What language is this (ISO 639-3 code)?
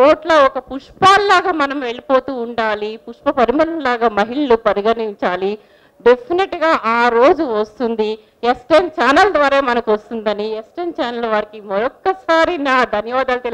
tel